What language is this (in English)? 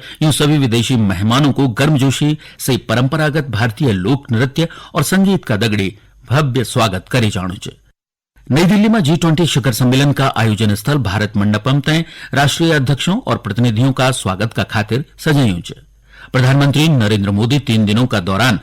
Garhwali